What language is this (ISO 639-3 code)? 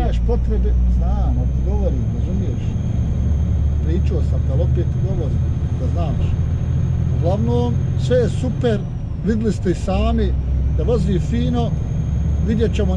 hrv